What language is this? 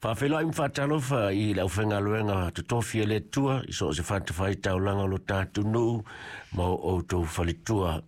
Samoan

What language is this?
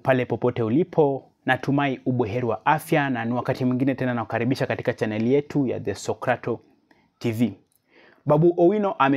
Swahili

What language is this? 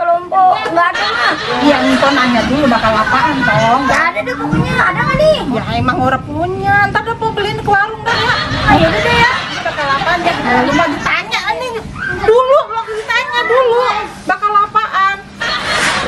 Betawi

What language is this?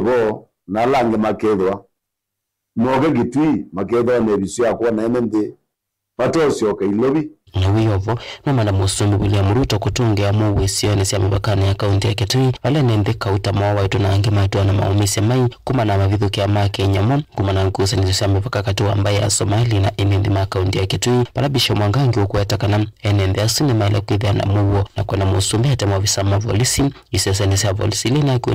Kamba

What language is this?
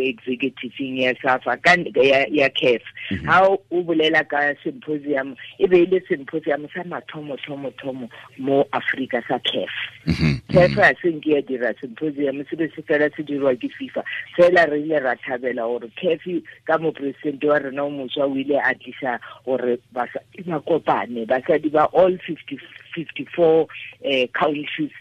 Tswana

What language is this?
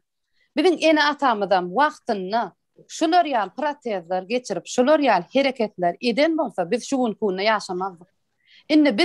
Turkmen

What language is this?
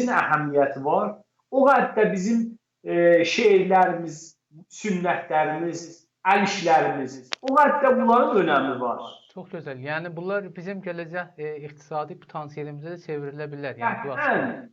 South Azerbaijani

